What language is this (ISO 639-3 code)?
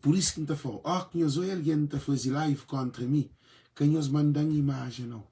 kea